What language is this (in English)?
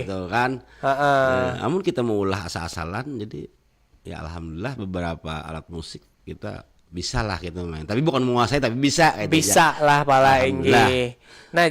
Banjar